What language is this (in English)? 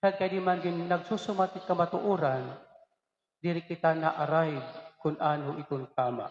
Waray